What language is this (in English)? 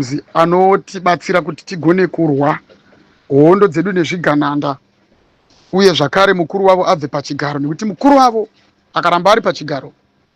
Shona